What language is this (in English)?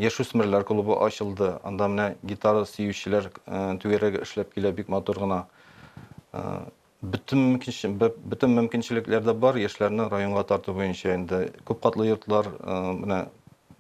Tatar